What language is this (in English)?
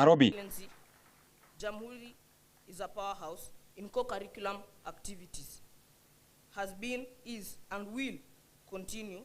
Gusii